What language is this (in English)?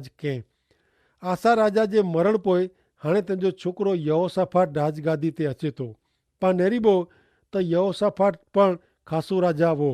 Kachhi